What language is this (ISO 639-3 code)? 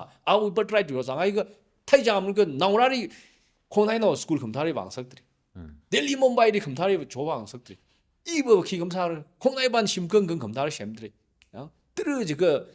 nmf